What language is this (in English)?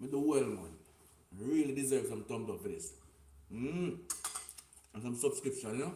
Jamaican Creole English